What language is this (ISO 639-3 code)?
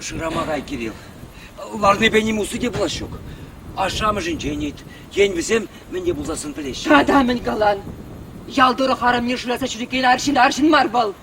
chv